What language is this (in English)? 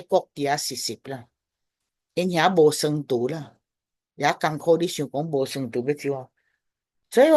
Min Nan Chinese